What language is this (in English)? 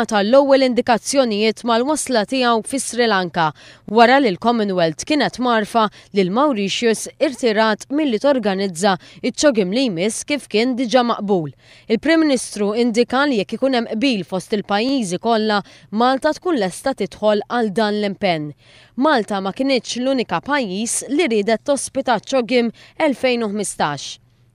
Maltese